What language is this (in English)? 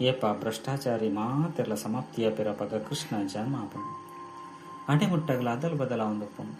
Tulu